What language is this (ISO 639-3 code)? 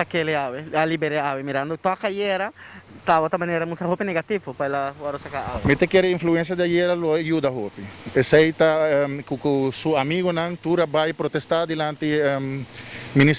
pap